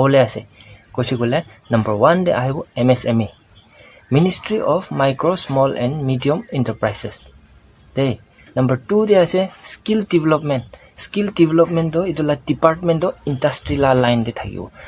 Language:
Naga Pidgin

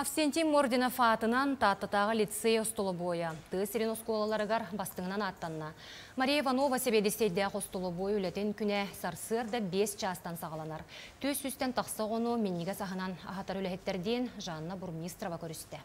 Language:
Yakut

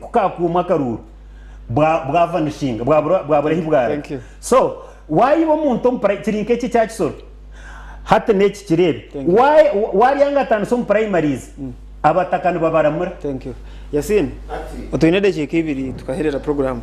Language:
Nyankole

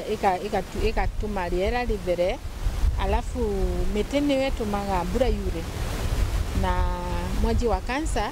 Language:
Meru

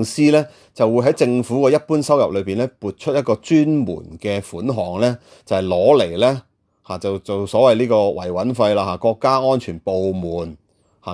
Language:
Cantonese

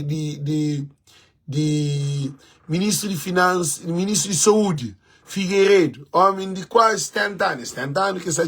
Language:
Kabuverdianu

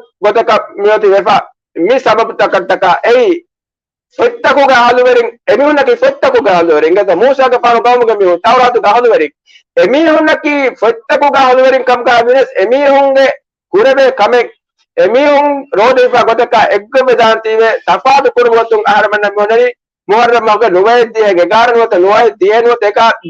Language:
Divehi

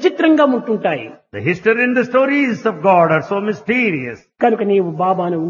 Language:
Telugu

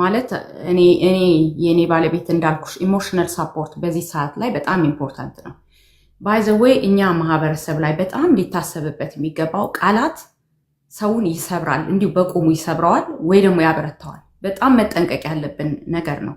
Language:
Amharic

